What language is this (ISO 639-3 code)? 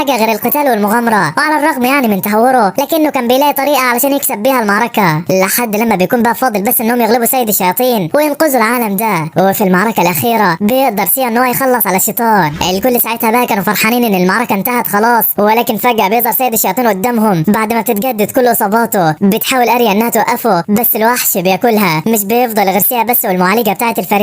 arz